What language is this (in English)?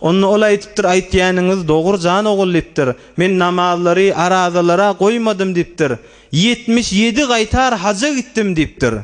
Turkmen